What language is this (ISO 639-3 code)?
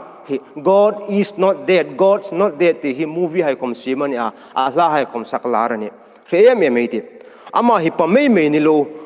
hmr